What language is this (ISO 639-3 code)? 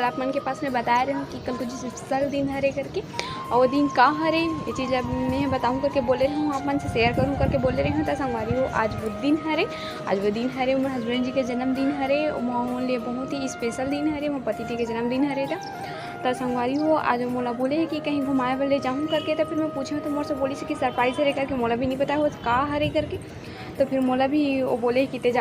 hne